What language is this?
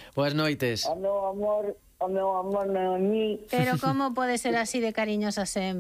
Galician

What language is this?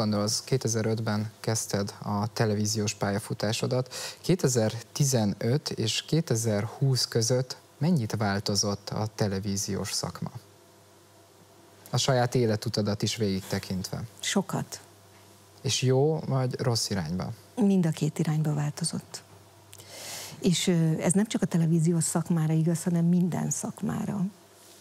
Hungarian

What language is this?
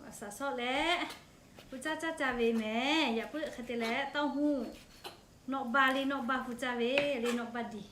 Lahu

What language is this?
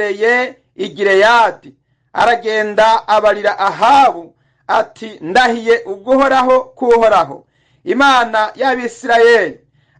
Rundi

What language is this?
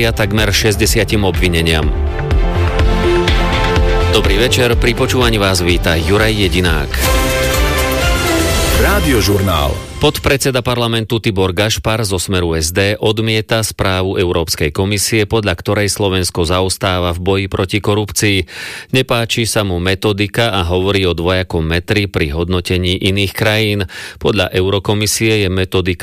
Slovak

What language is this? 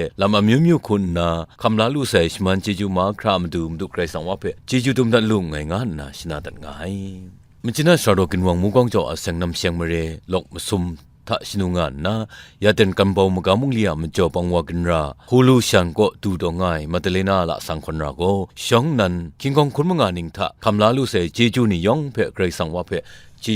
Kachin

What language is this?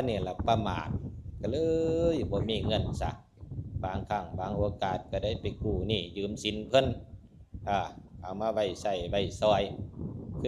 Northeastern Thai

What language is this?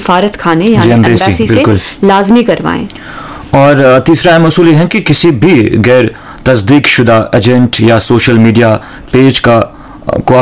Urdu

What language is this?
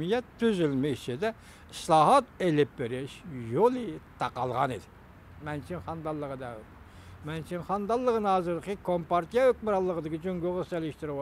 Uyghur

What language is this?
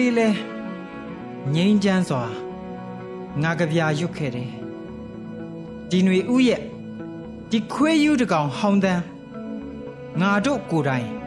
Burmese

